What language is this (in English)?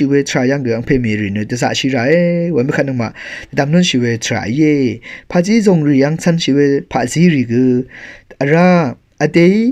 Rawang